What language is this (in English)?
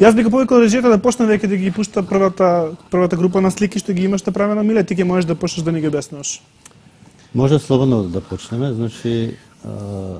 Macedonian